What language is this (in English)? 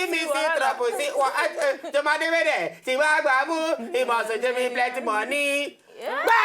Nigerian Pidgin